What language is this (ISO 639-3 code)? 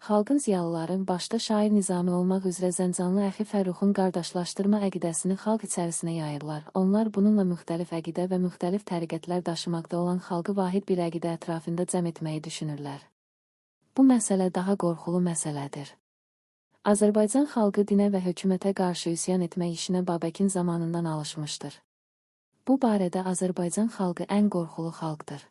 aze